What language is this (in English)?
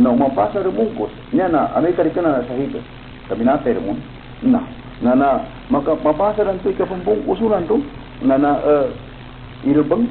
Maranao